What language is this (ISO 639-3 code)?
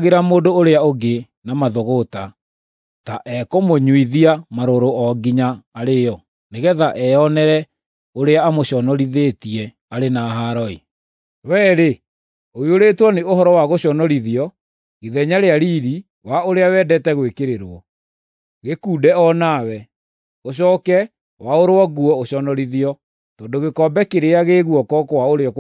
kik